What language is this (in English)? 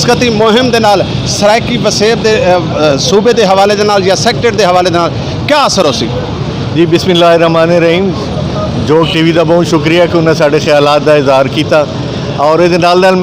Saraiki